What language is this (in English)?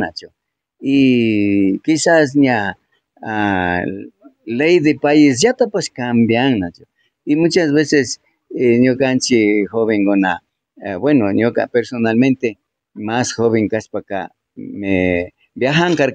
Imbabura Highland Quichua